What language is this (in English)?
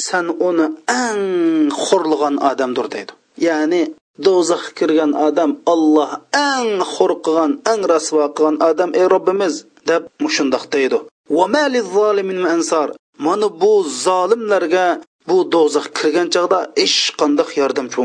Uyghur